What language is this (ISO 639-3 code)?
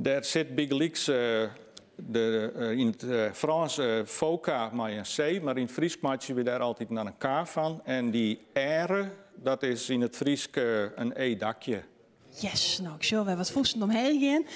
fry